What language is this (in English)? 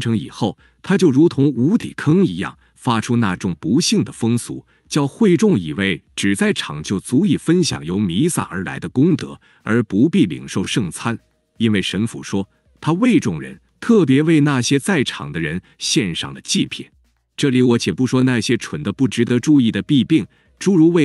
Chinese